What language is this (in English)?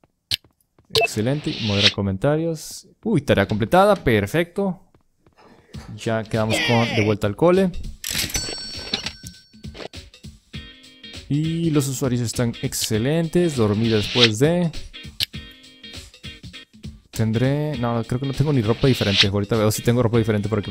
Spanish